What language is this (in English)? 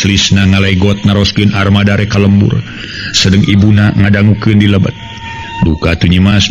Sundanese